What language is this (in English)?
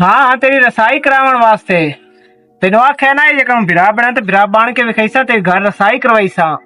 Western Panjabi